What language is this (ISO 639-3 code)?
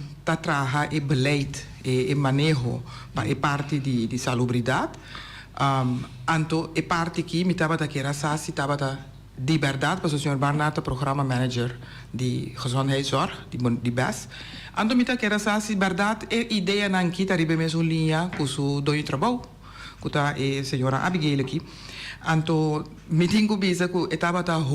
pap